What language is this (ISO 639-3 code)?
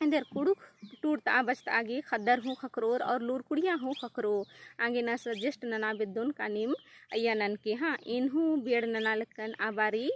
kru